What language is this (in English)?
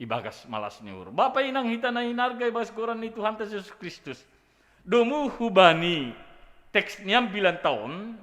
Batak Simalungun